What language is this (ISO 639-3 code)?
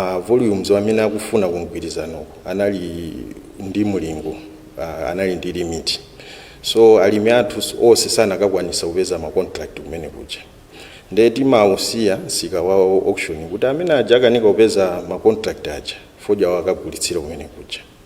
nya